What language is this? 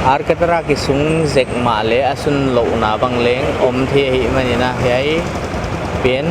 Paite Chin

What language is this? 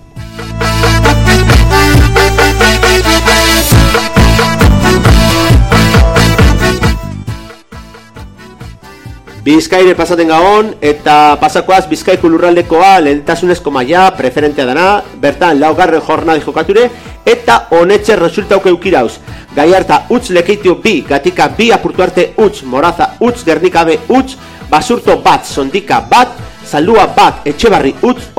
Basque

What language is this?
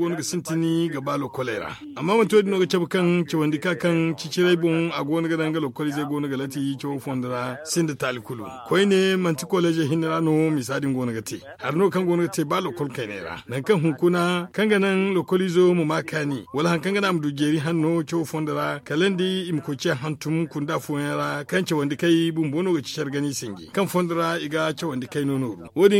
Zarma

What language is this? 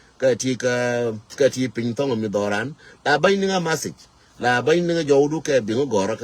Nuer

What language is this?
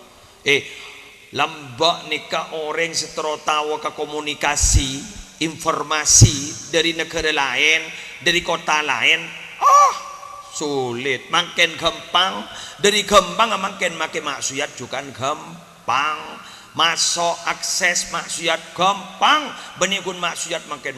Madurese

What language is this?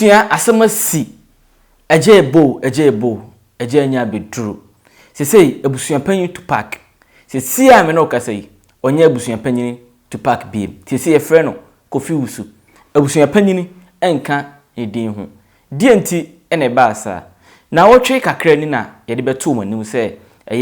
Akan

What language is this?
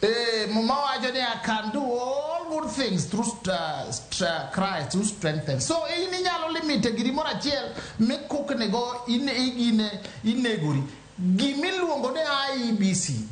Luo (Kenya and Tanzania)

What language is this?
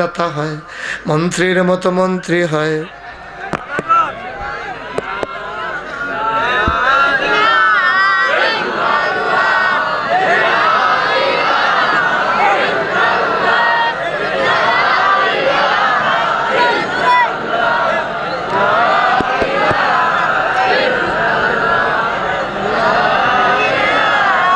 Bangla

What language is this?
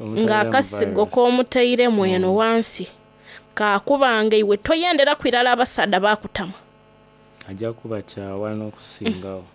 Soga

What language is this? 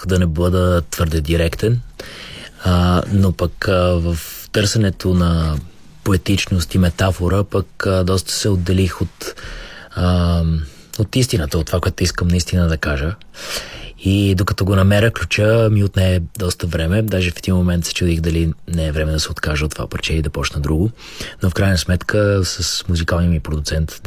Bulgarian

